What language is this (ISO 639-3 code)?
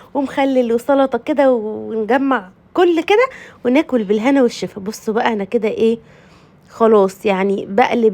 arz